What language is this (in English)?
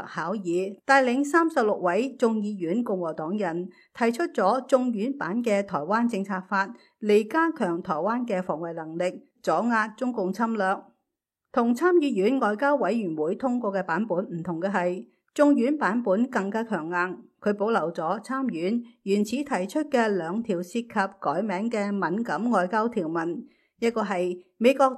Cantonese